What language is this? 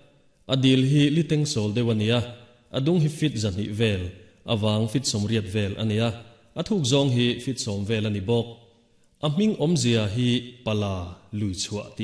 Mizo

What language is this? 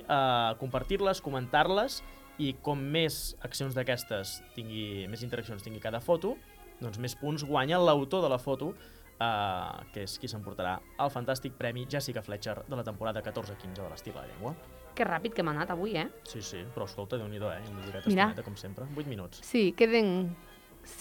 Catalan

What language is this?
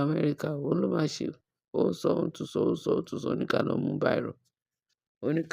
Yoruba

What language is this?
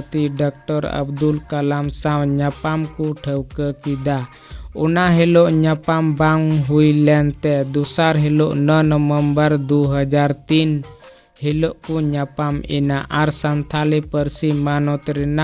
Santali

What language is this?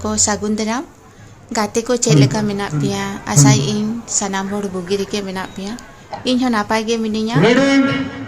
Santali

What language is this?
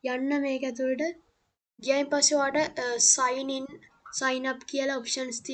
Sinhala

